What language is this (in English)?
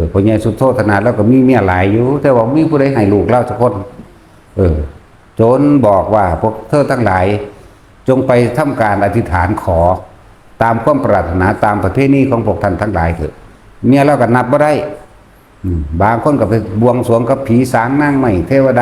Northeastern Thai